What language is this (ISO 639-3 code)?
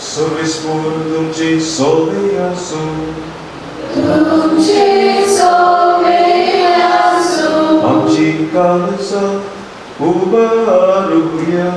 kok